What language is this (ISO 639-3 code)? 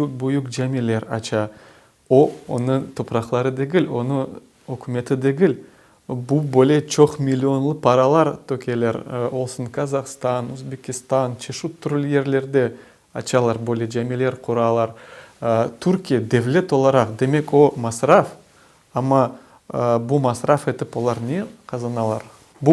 crh